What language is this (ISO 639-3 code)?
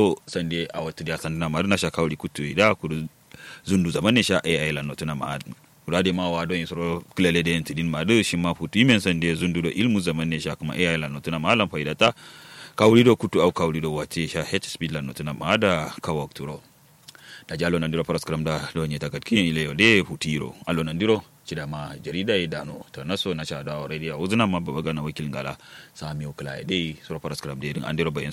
kau